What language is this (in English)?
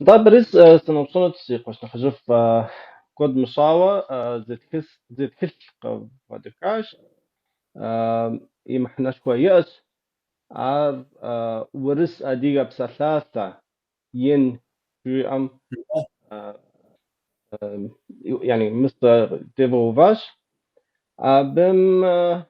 Kabardian